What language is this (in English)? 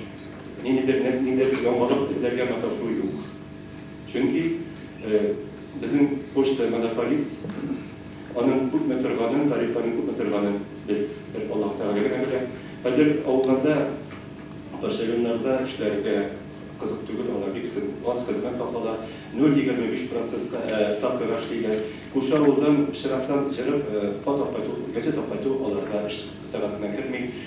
Tatar